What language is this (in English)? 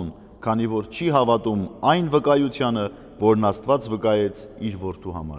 Armenian